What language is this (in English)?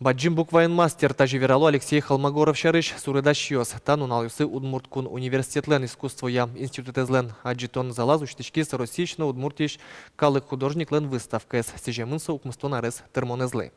Udmurt